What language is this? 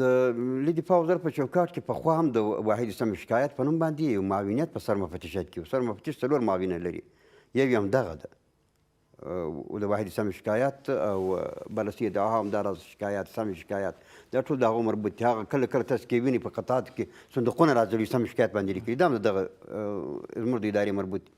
Pashto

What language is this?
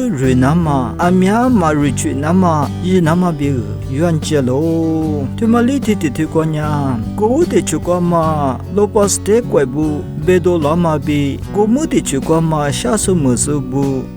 Lisu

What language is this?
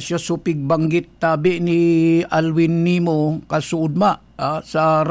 Bikol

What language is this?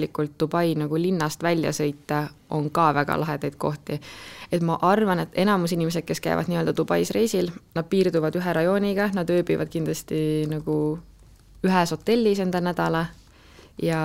Estonian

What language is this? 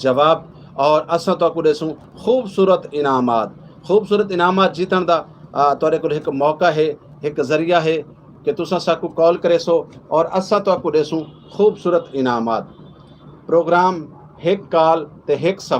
Saraiki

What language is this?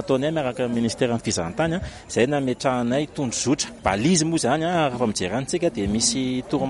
Malagasy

